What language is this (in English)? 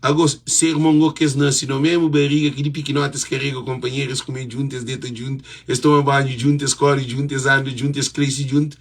Kabuverdianu